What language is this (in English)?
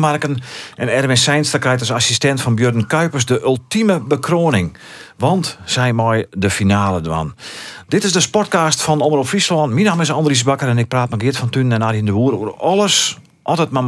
Western Frisian